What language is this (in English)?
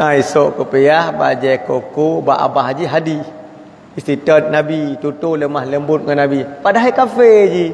Achinese